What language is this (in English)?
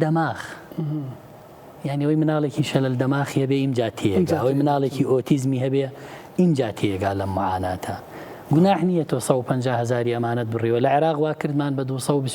Central Kurdish